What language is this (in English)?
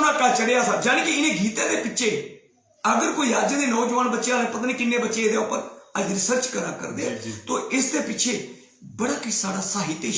Dogri